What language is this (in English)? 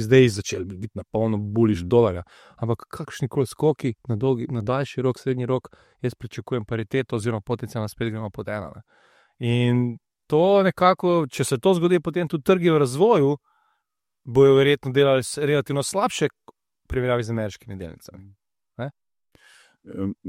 Slovenian